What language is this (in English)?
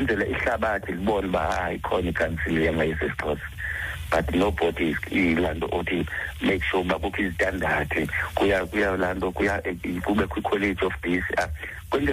Xhosa